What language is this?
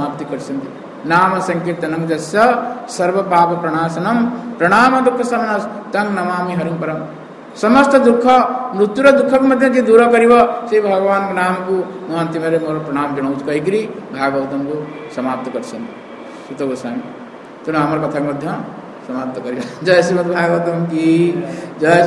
Odia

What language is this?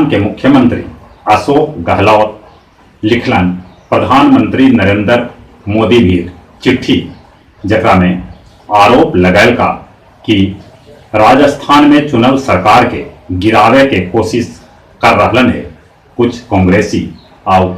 Magahi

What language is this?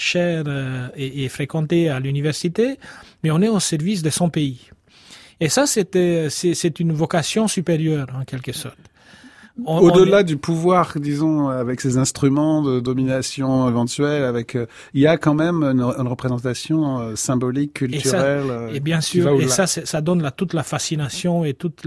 French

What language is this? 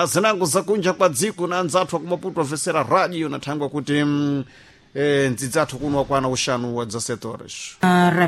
Sena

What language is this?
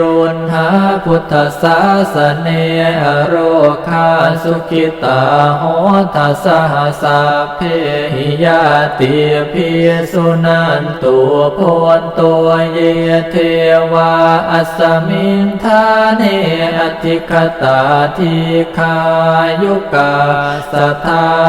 Pali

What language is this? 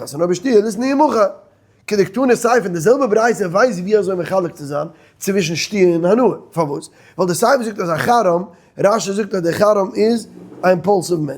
Yiddish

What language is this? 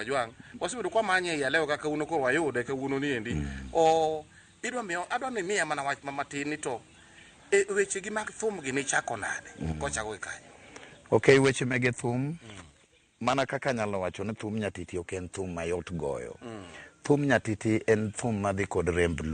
Luo (Kenya and Tanzania)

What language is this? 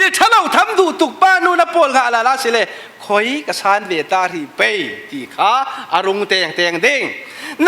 Falam Chin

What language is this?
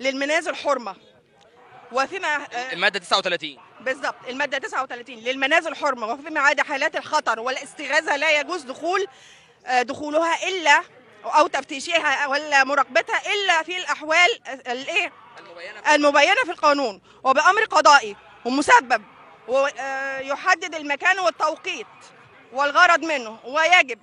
Egyptian Arabic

